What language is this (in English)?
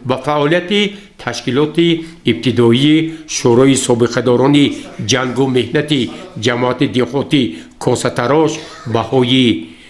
Tajik